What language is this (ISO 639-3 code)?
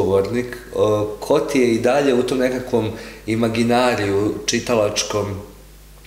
hrv